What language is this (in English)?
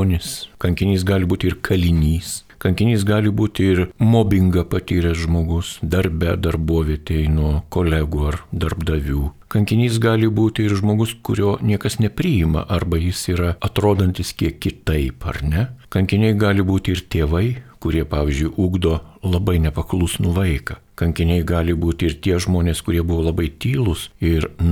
Lithuanian